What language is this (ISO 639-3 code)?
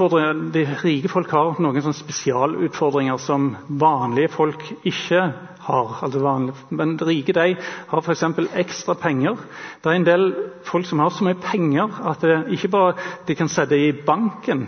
nor